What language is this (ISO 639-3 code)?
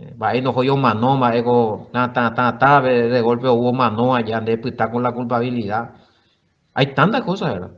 grn